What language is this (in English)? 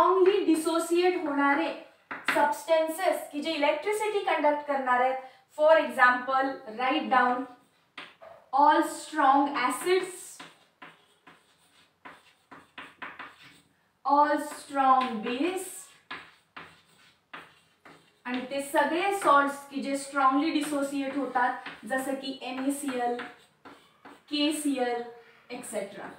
Marathi